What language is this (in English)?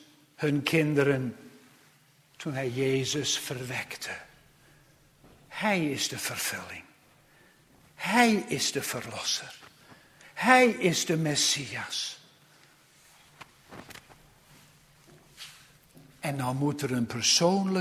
Dutch